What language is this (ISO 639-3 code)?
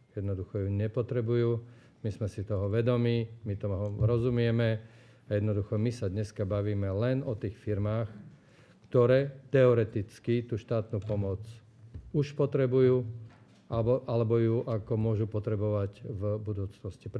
slk